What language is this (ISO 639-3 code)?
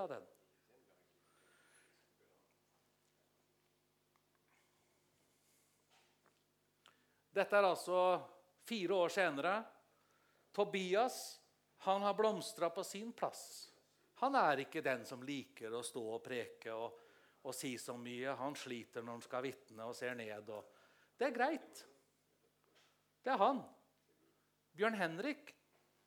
nor